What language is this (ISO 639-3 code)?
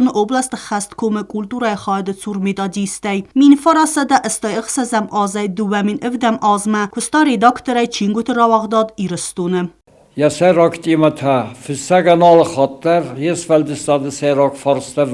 oss